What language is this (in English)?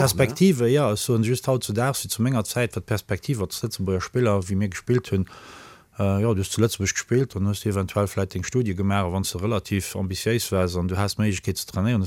Luxembourgish